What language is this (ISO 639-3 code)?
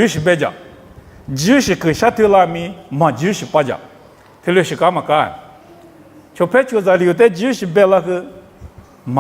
lis